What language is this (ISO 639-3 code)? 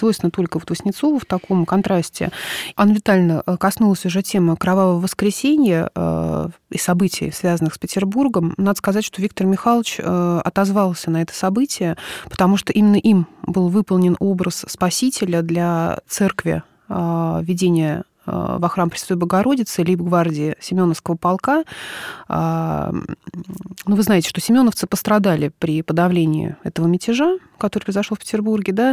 rus